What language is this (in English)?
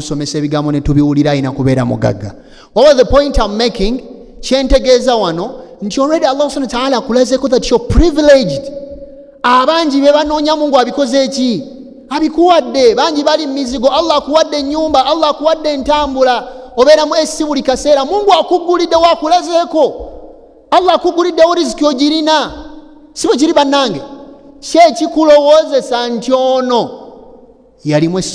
Ganda